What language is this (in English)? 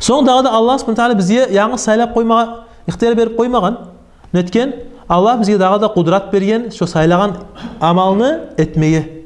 Kumyk